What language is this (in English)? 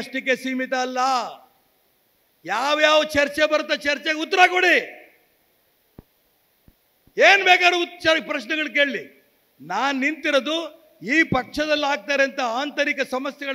Kannada